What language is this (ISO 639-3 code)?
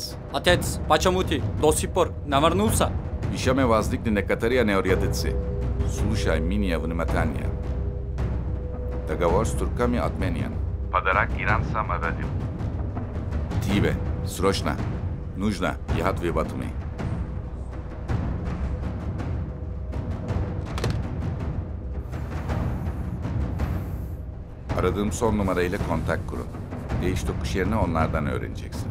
tur